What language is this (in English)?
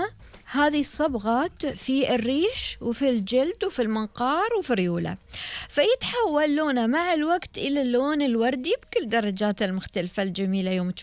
Gulf Arabic